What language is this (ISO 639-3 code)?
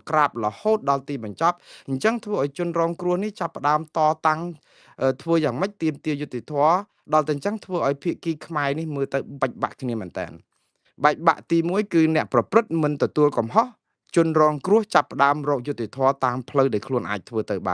khm